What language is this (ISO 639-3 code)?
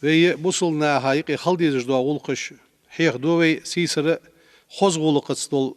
inh